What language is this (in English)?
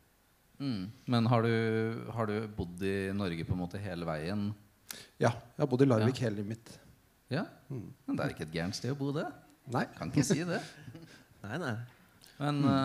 Norwegian